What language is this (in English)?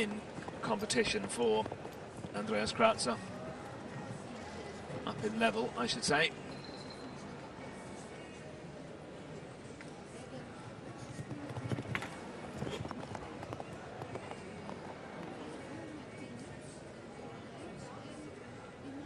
English